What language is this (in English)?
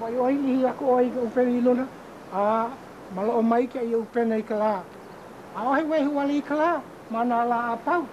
Hawaiian